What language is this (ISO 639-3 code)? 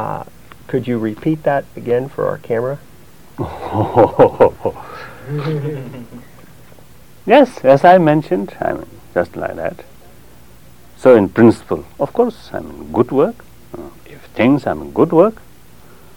eng